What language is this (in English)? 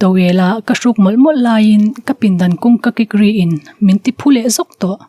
Mizo